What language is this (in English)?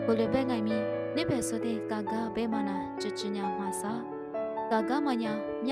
Lisu